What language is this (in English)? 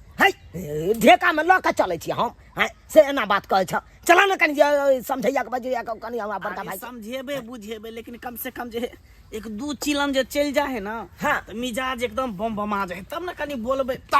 Maithili